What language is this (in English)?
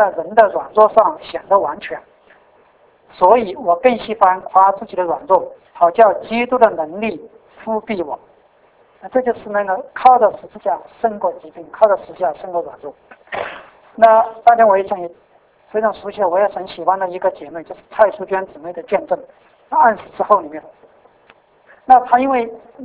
Chinese